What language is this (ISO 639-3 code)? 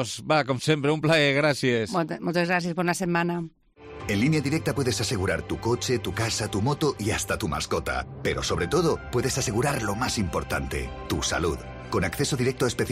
cat